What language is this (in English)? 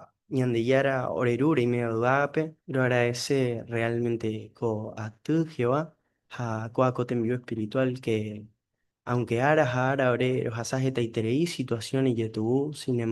Guarani